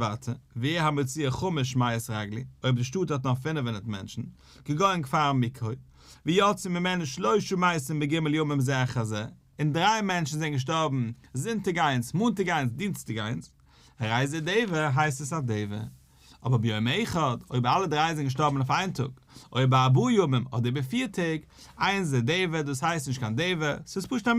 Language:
Yiddish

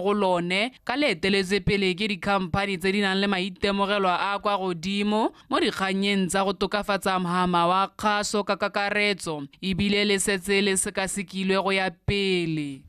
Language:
Tswana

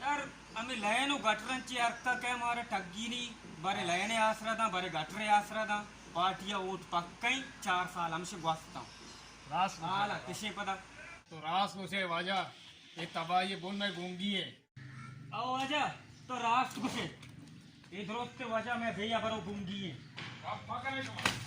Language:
Baluchi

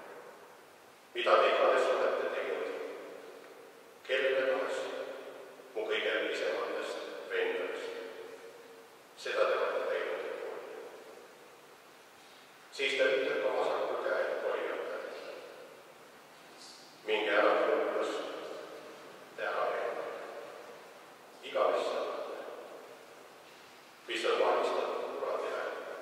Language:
Estonian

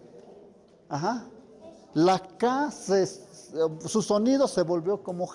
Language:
Tlahuitoltepec Mixe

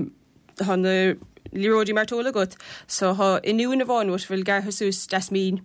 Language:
Irish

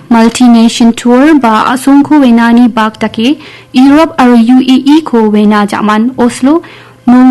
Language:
Garo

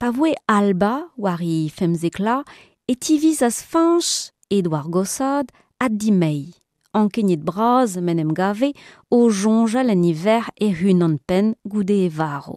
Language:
Breton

